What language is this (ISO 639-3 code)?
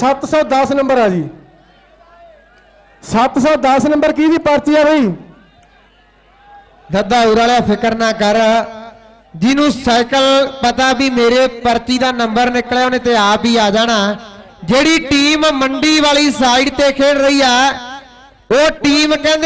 pan